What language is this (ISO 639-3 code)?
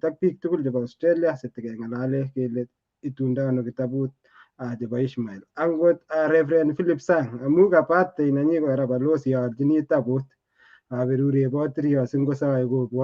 kln